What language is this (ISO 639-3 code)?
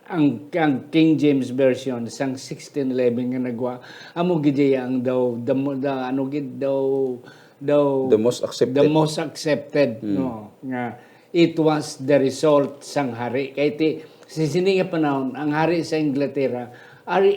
hil